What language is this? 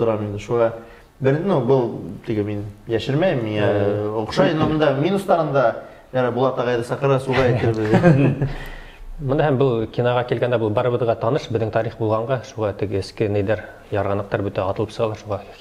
Bashkir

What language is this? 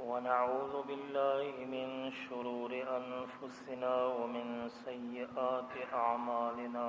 Baluchi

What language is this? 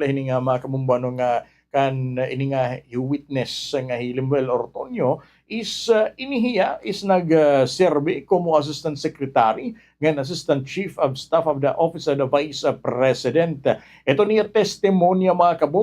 Waray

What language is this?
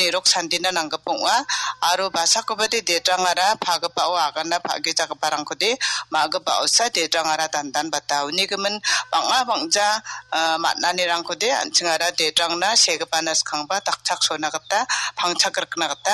Garo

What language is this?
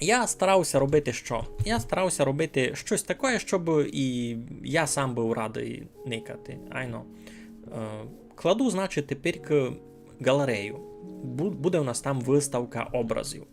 Rusyn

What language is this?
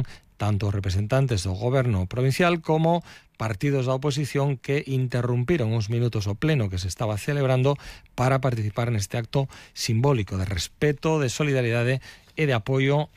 Galician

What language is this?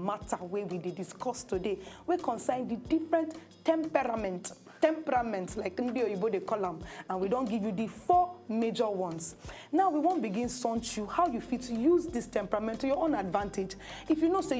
Nigerian Pidgin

